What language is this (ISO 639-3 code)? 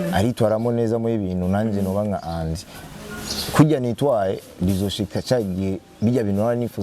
run